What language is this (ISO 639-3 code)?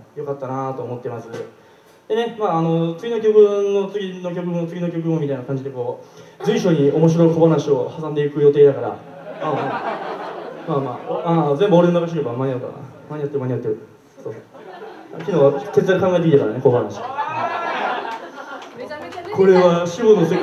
jpn